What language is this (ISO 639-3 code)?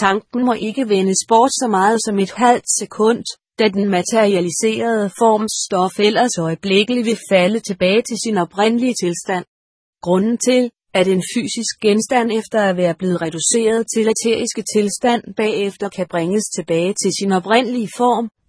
dan